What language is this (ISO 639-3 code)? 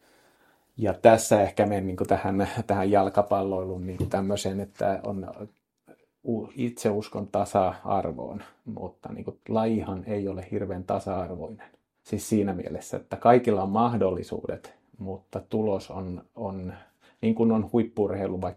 fin